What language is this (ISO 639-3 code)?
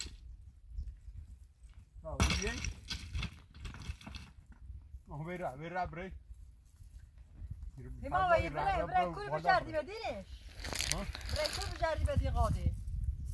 fas